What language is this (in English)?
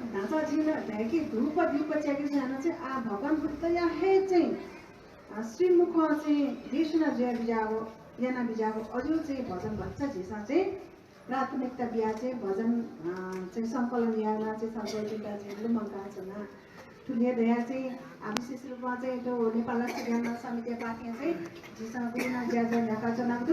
Newari